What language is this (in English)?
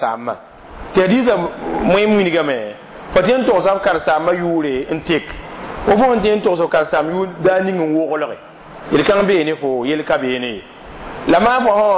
Mossi